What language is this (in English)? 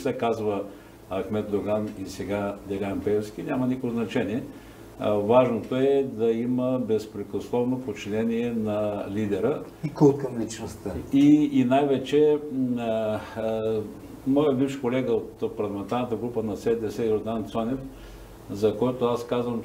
Bulgarian